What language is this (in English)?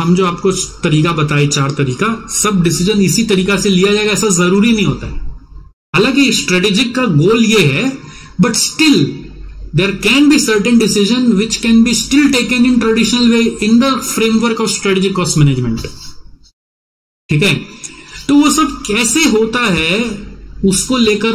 Hindi